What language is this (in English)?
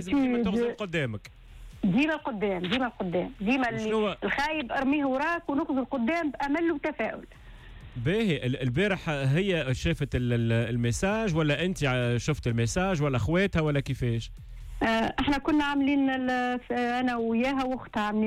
Tunisian Arabic